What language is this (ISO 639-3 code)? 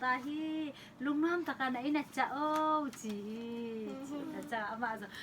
ctd